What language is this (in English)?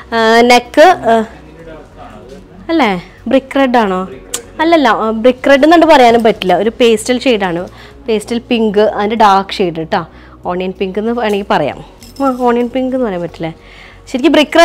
Malayalam